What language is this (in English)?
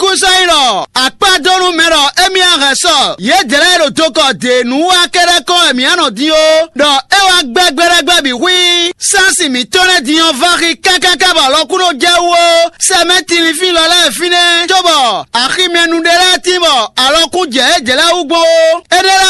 Fon